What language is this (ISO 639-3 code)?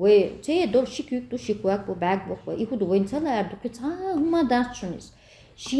che